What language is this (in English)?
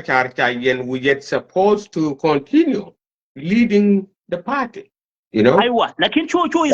Nuer